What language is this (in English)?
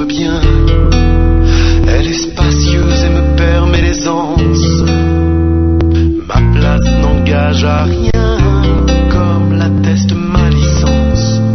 French